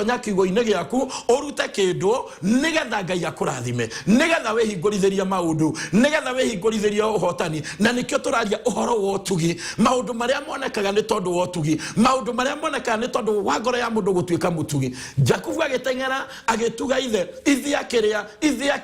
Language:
Kikuyu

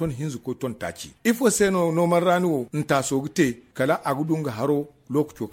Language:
Zarma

